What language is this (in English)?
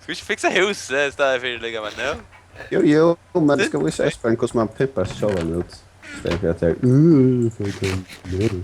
Faroese